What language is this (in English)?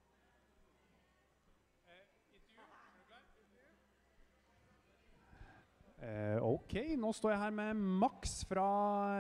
Norwegian